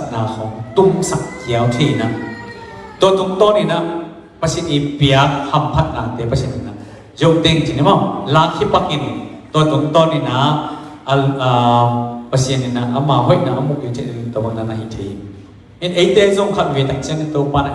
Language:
Tedim Chin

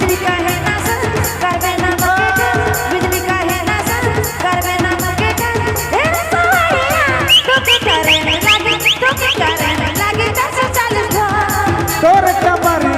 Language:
Sadri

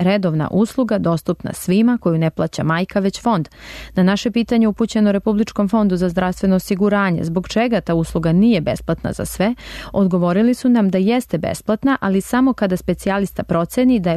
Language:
Serbian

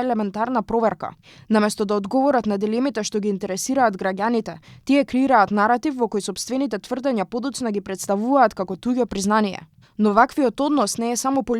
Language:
Macedonian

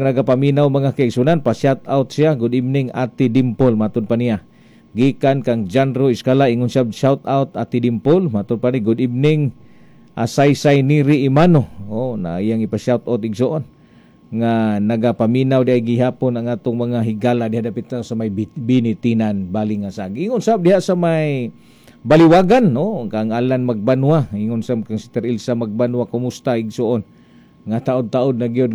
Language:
Cebuano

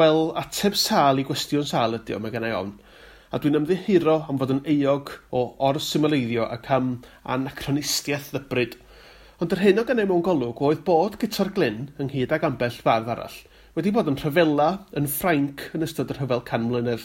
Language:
Welsh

